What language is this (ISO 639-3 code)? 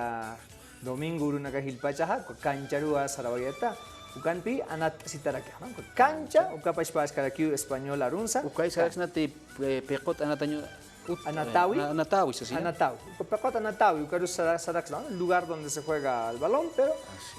aym